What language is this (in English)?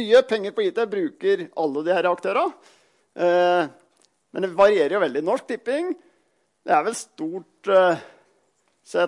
Norwegian